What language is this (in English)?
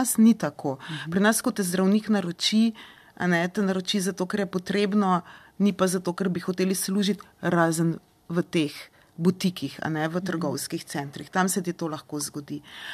Slovenian